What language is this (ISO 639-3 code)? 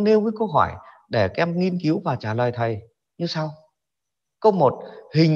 vie